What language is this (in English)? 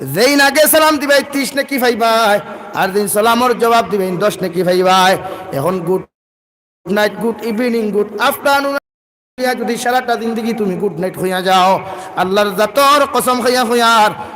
Sylheti